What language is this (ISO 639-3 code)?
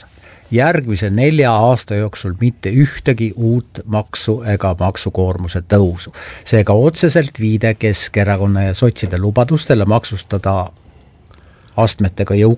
est